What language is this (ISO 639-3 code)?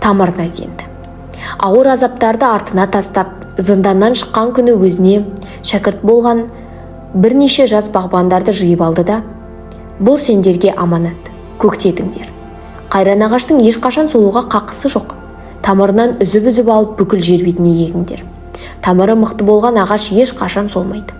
kaz